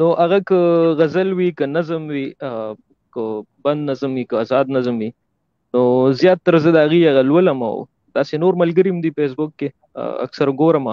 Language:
Pashto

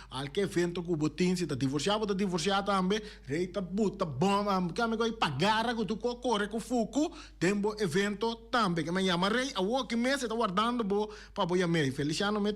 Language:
Papiamento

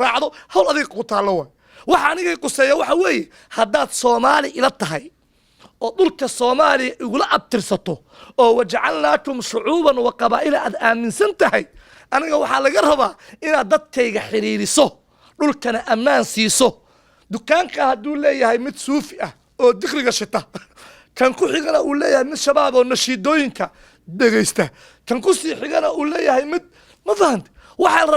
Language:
Somali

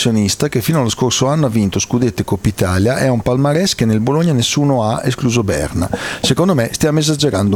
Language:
Italian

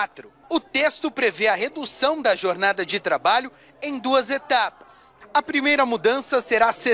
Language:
Portuguese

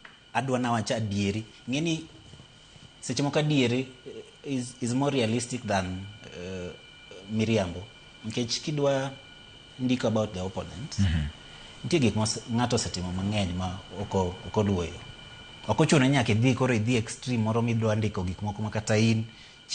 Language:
Luo (Kenya and Tanzania)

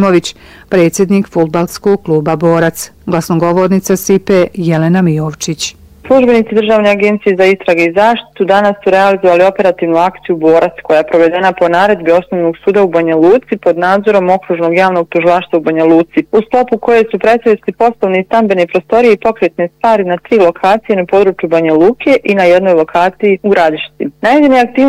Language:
Bosnian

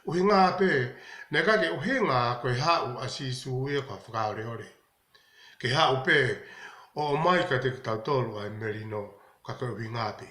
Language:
Tongan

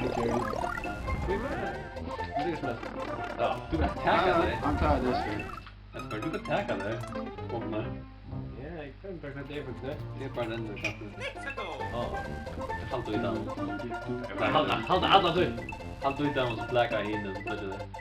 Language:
Faroese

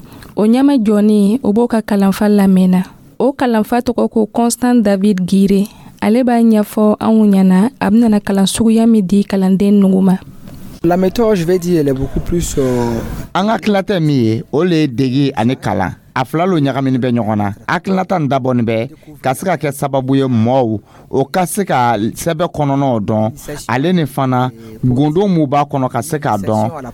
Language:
Dyula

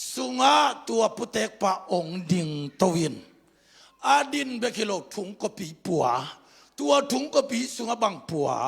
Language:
Tedim Chin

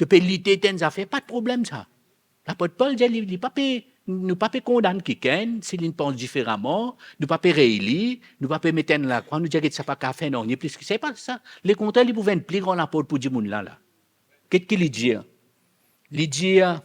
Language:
Morisyen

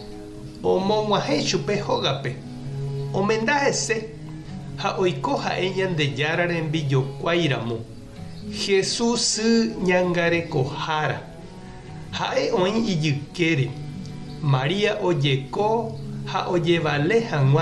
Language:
Guarani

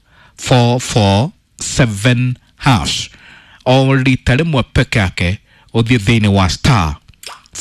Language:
Kikuyu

